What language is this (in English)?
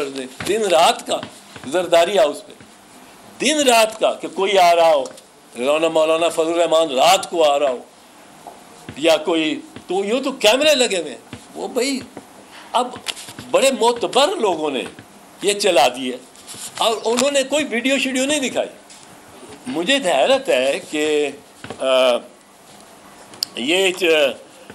Urdu